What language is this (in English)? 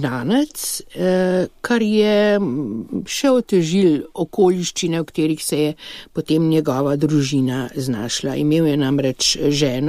Slovenian